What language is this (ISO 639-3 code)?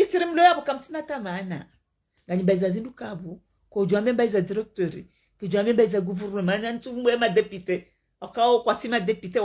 zdj